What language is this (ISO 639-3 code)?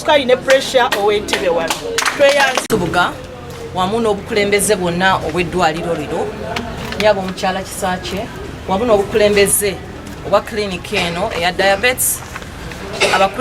lug